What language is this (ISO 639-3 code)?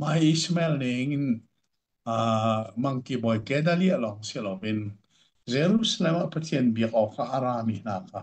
cnh